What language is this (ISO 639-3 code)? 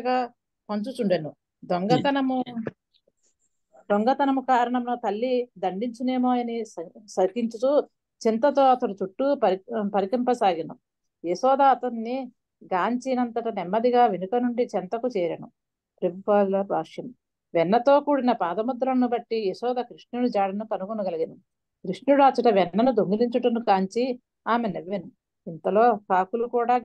tel